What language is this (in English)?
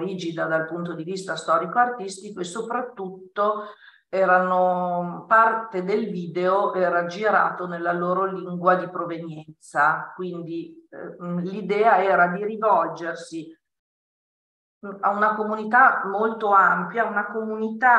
Italian